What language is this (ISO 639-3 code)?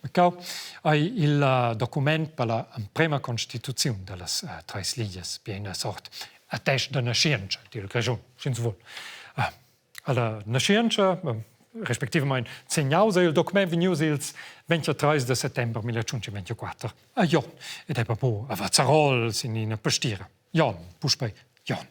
roh